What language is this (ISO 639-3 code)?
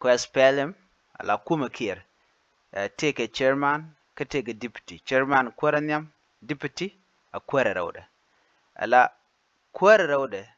nus